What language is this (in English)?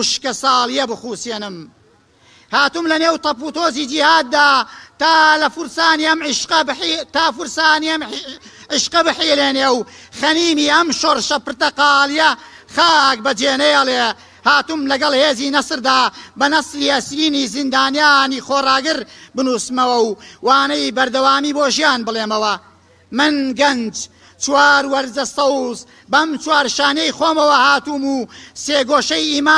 Central Kurdish